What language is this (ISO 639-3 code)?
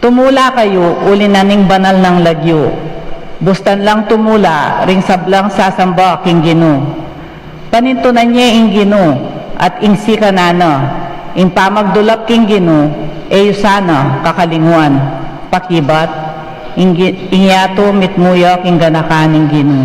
pam